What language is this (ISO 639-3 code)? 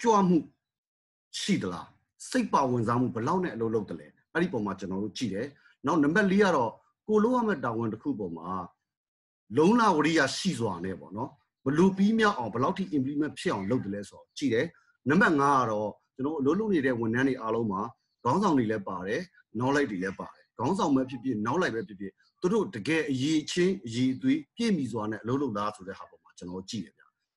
mya